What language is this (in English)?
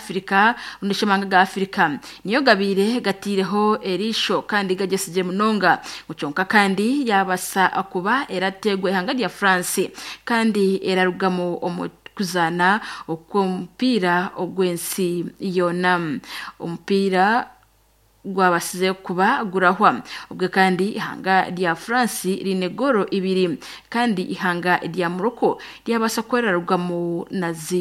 Nyankole